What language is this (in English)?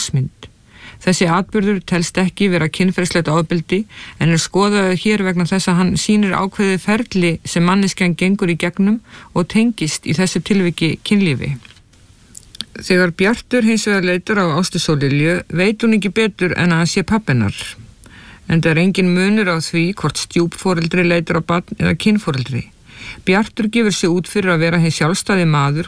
Icelandic